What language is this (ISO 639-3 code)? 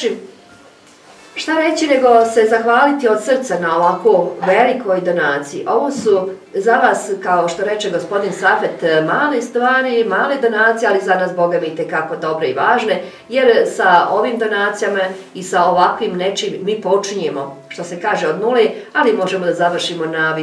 bos